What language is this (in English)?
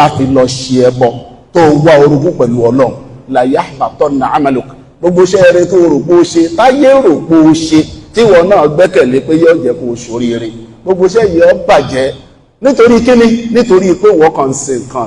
Yoruba